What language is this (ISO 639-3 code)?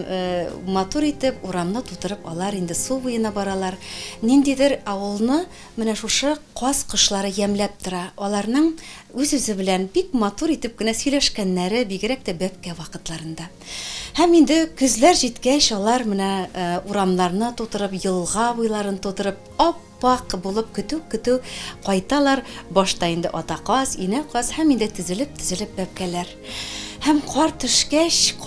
tat